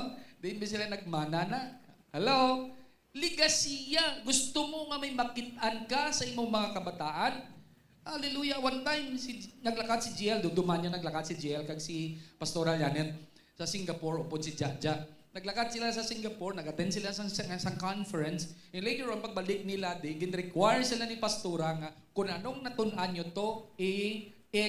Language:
Hiligaynon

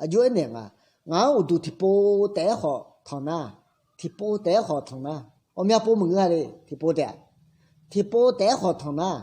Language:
Akha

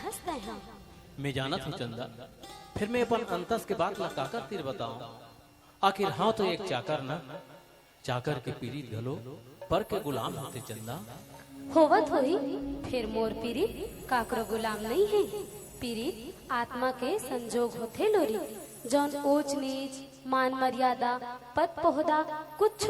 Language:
Chhattisgarhi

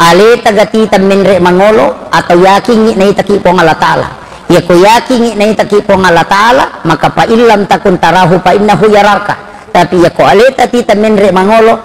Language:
Buginese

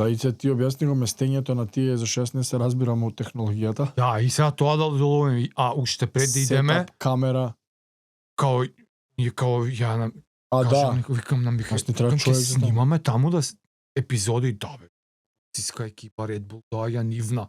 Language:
Macedonian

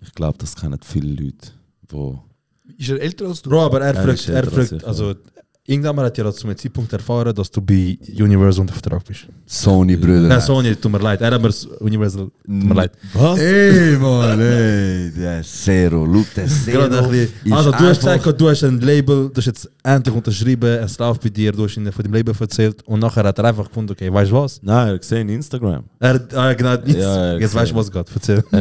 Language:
Swiss German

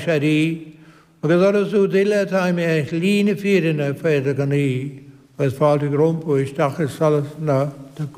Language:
Irish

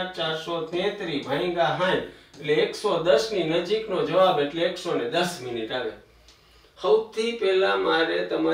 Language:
Gujarati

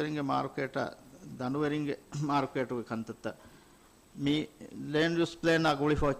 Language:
Divehi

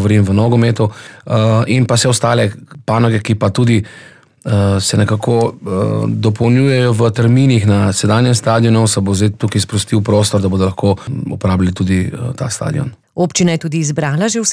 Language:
Slovenian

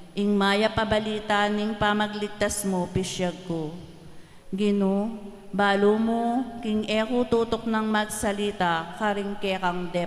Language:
Pampanga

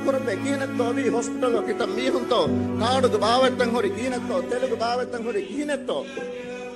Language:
Divehi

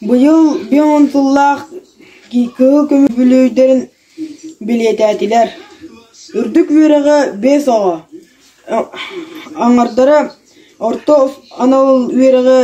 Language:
Yakut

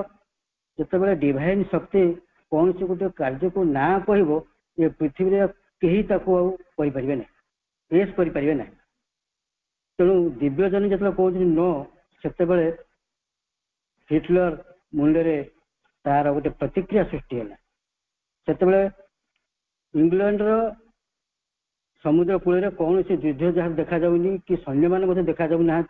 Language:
Odia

